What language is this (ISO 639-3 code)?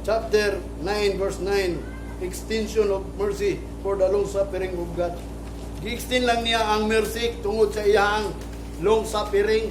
ceb